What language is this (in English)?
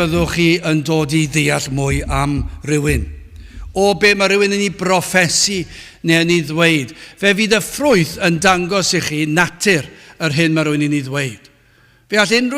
Welsh